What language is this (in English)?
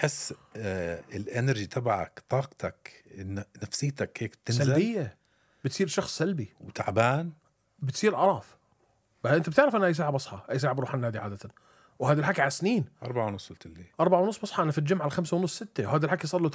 North Levantine Arabic